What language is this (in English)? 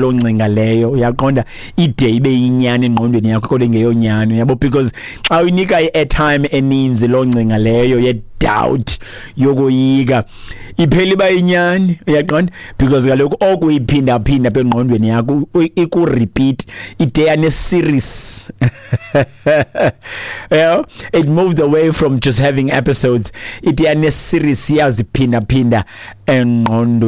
Xhosa